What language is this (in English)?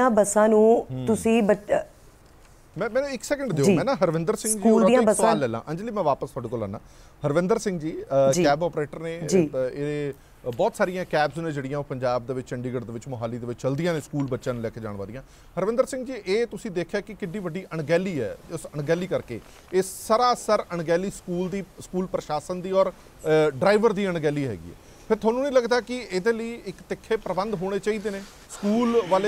Punjabi